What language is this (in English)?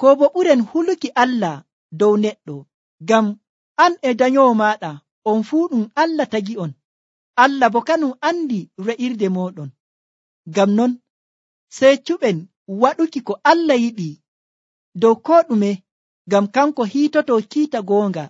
Nigerian Fulfulde